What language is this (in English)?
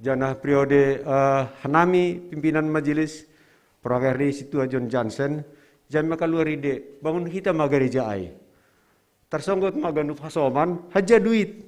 Batak Simalungun